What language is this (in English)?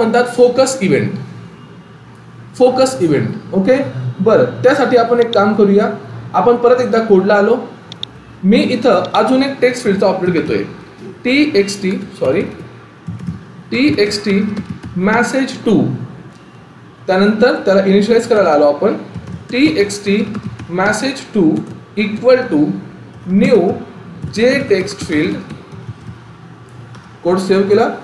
Marathi